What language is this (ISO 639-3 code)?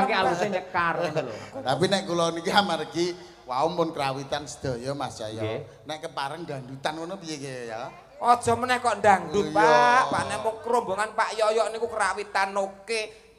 jav